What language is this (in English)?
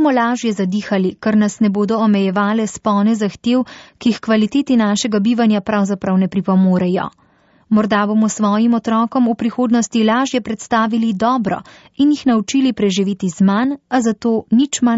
Slovenian